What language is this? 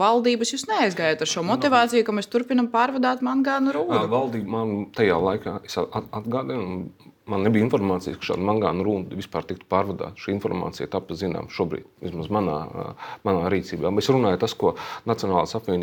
Latvian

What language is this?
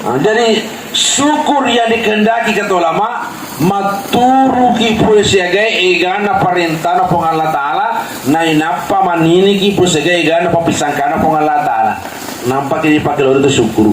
Buginese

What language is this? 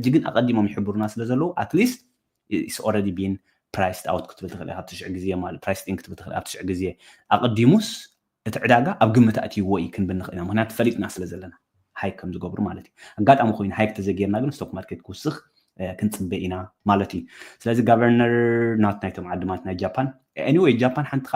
Tigrinya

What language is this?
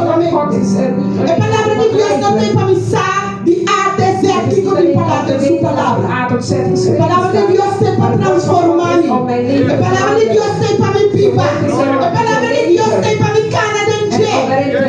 Papiamento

